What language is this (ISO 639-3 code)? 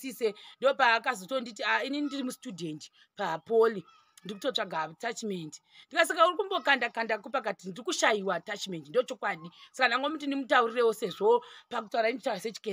sna